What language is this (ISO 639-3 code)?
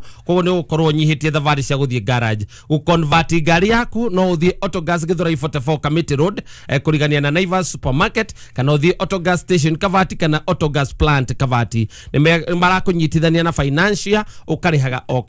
kik